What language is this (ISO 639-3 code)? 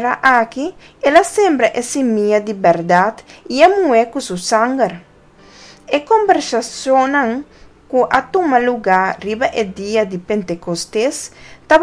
pap